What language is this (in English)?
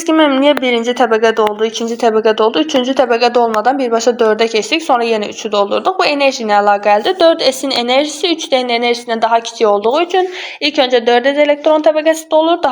Azerbaijani